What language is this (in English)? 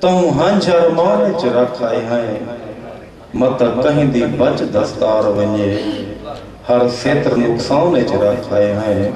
Saraiki